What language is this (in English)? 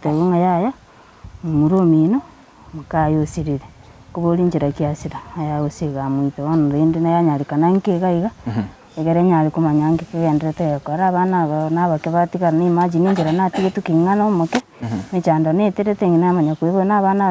Gusii